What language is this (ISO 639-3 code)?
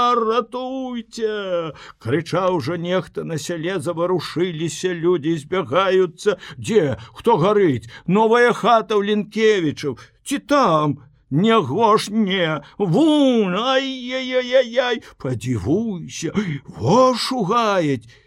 bel